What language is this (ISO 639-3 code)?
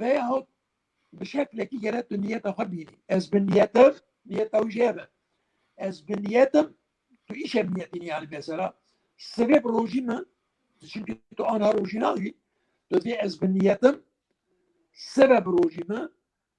kur